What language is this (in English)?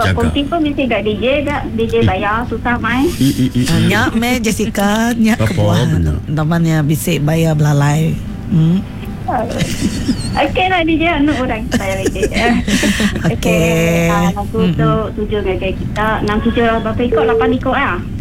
Iban